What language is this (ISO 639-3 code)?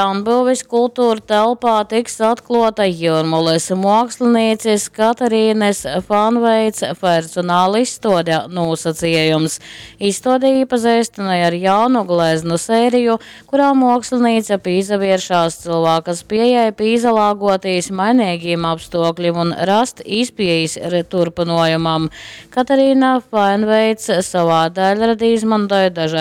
ltg